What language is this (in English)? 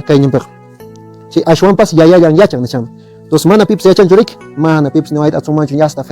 Quechua